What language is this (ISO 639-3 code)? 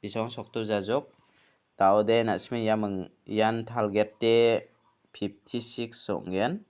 grt